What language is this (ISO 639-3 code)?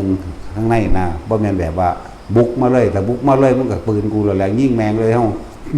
lao